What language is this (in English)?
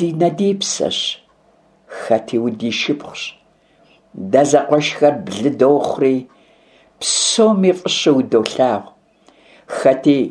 Kabardian